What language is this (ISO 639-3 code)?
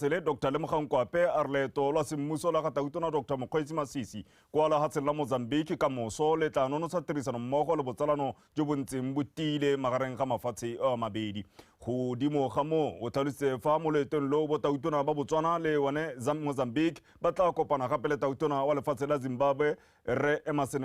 tsn